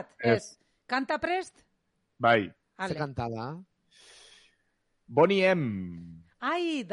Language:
Basque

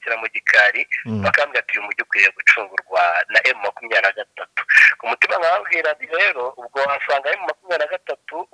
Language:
Kinyarwanda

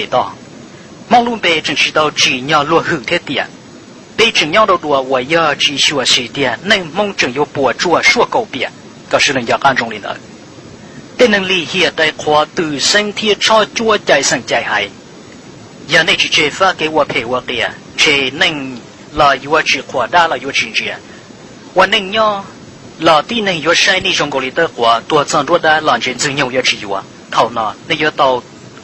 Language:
Hmong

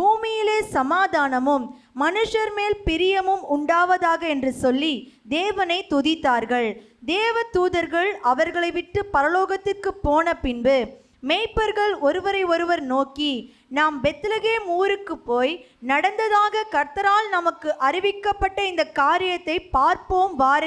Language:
Tamil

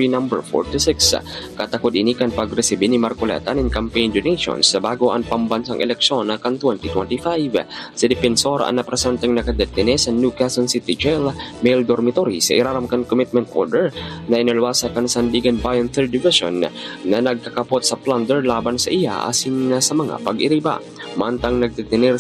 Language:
Bikol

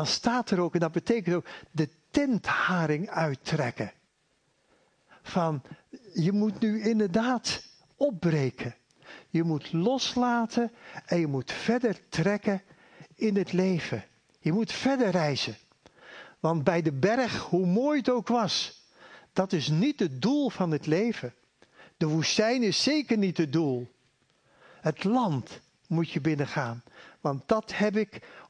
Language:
Dutch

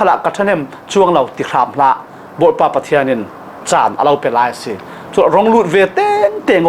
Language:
Falam Chin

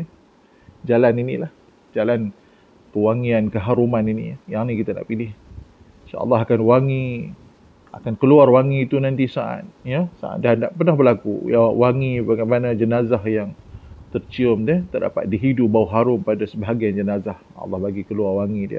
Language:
Malay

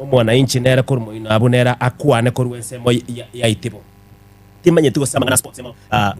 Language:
Gusii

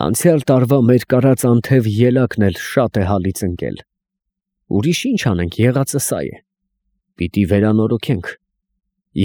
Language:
Armenian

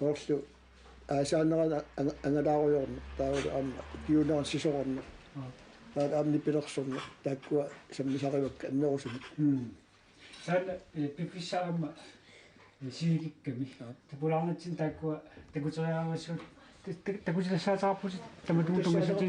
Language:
Kalaallisut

